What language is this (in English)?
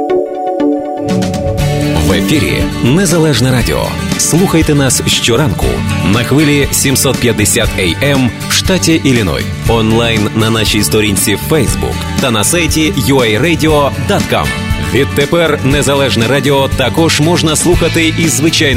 Ukrainian